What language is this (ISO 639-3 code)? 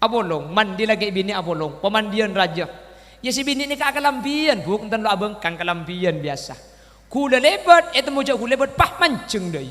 mad